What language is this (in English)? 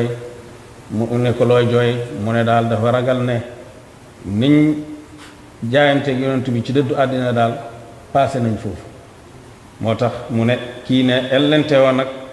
Wolof